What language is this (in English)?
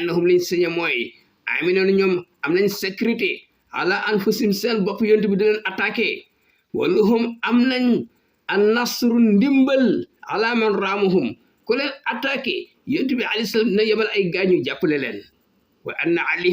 Wolof